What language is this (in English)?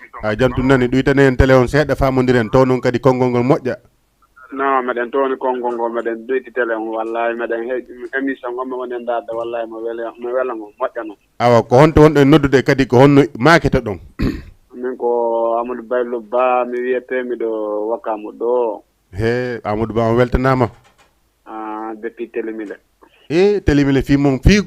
Fula